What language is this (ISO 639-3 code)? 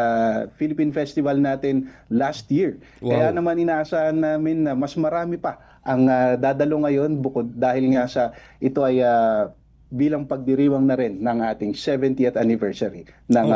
fil